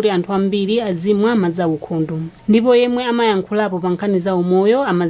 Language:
Nyanja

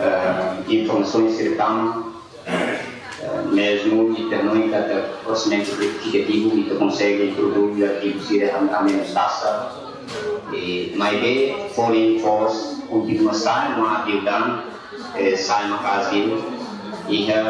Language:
Tetum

